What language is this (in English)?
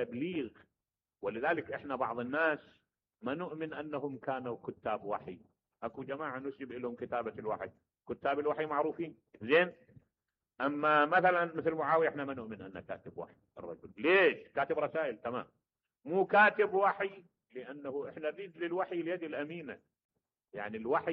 Mesopotamian Arabic